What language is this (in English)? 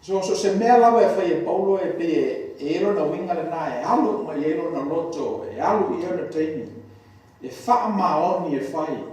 Samoan